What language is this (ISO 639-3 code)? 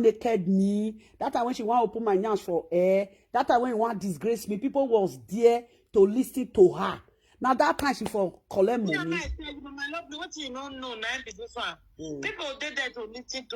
pcm